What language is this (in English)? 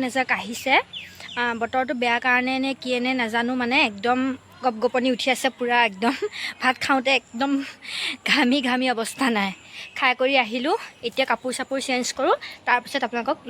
Assamese